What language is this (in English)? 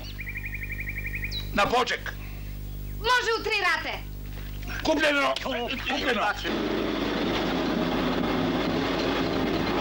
Serbian